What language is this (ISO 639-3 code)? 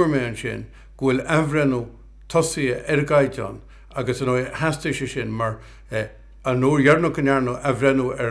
gle